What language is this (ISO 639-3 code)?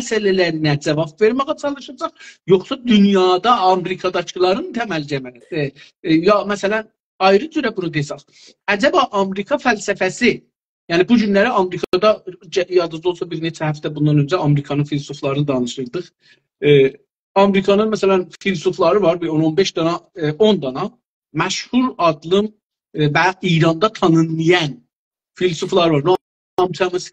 azb